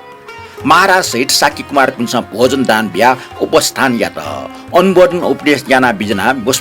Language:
Newari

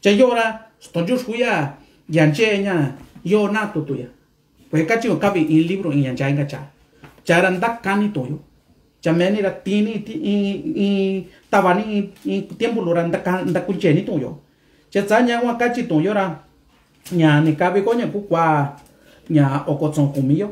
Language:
Mixtepec Mixtec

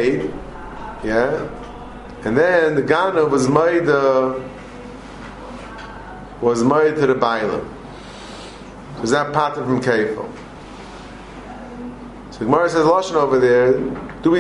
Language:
English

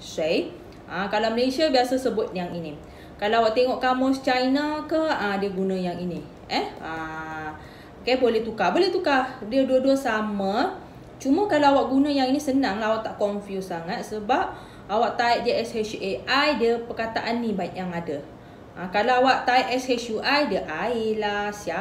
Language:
Malay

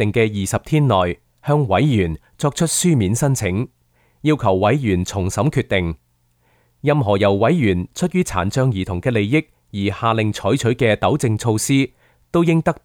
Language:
Cantonese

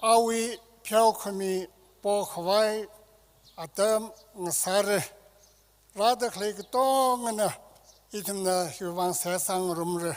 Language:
Tangkhul Naga (India)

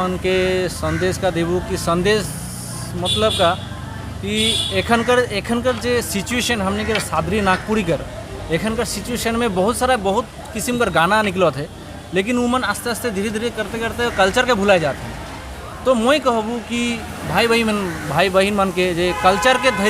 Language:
Sadri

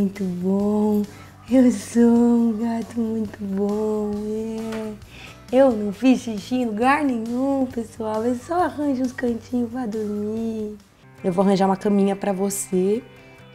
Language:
Portuguese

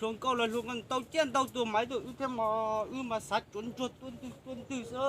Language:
Hmong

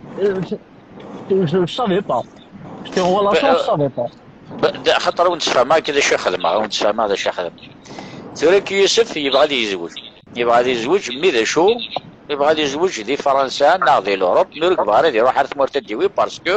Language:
Kabyle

